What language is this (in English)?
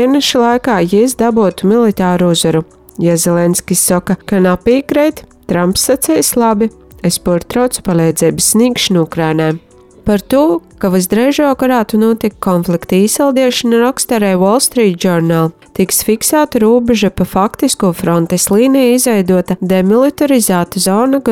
Latvian